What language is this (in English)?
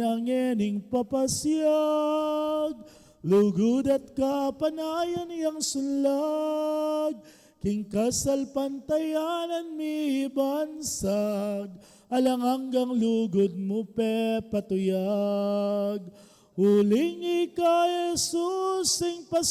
Pampanga